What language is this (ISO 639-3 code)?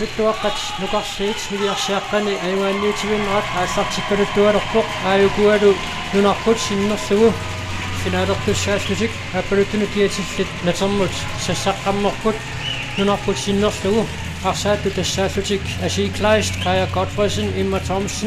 kal